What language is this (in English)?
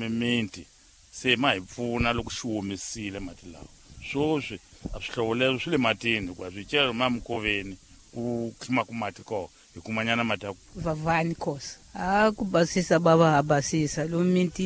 Tsonga